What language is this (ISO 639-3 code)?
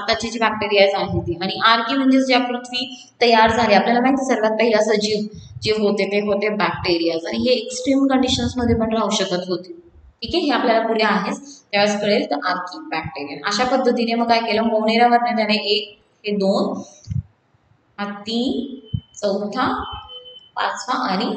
mar